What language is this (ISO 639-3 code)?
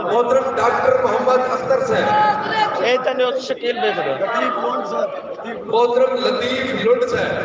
skr